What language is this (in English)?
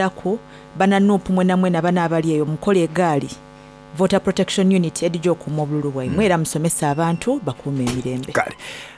Soga